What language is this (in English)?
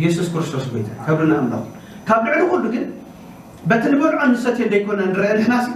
Tigrinya